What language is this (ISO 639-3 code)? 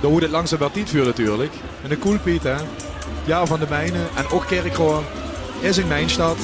lim